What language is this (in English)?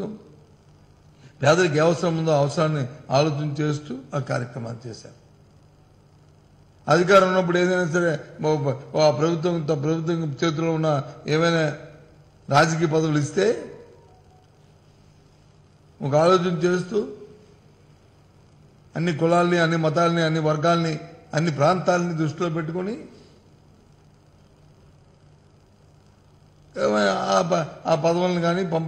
Telugu